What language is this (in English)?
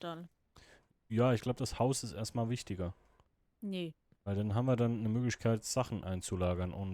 Swiss German